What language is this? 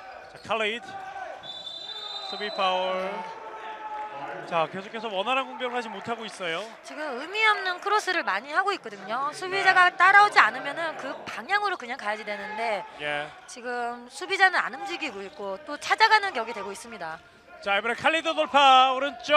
Korean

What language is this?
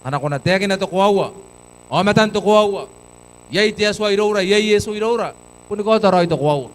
Gilbertese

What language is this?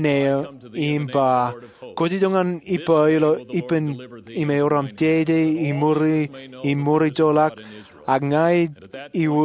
Marshallese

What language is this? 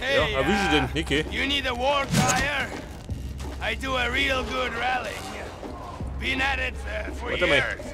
Bavarian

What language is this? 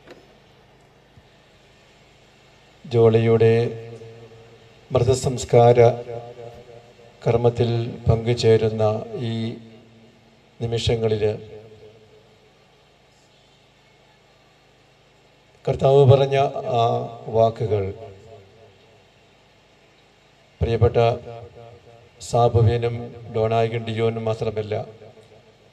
Malayalam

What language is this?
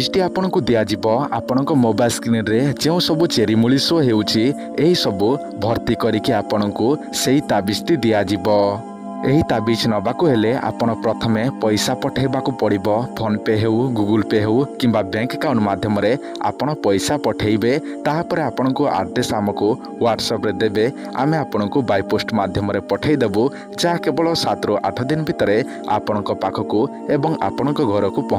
Odia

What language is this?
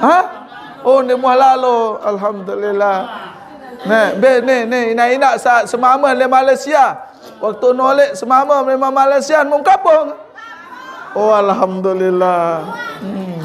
Sasak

